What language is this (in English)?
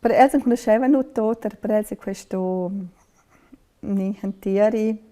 Romansh